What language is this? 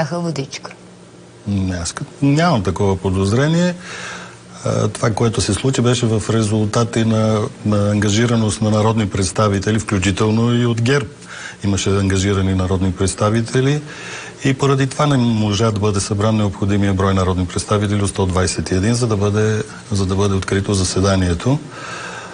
Bulgarian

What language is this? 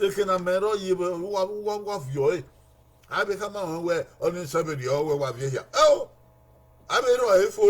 Bini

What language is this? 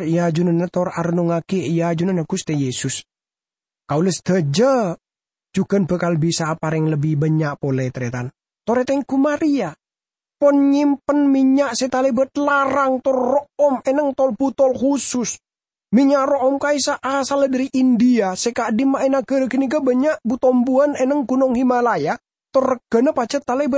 Madurese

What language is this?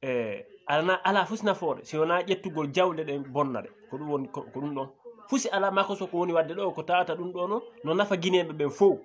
Fula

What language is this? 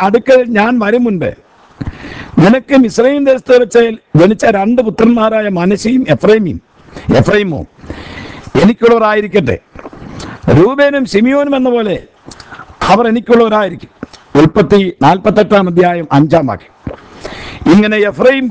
Malayalam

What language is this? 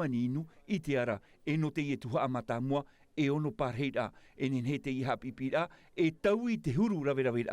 Tahitian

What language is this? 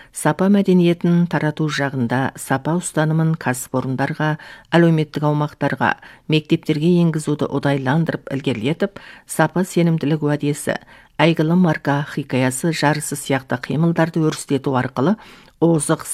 Kazakh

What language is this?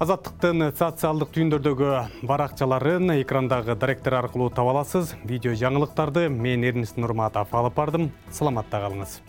Kyrgyz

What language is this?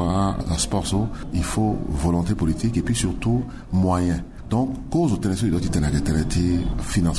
Sango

